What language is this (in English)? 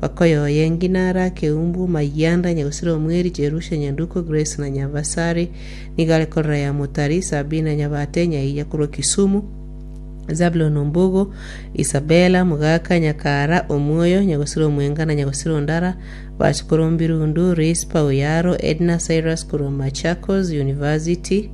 Gusii